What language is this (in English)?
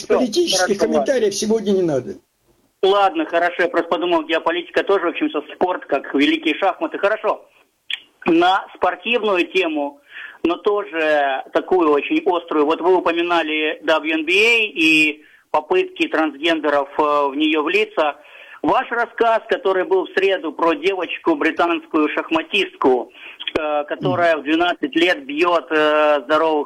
Russian